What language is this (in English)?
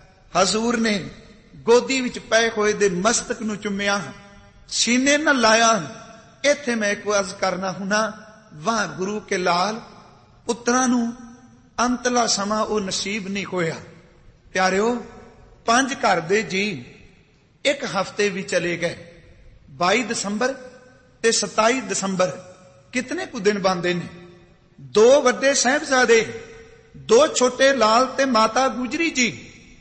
Punjabi